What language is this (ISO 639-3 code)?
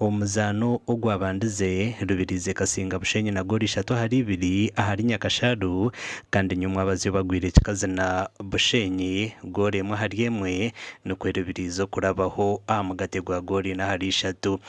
nyn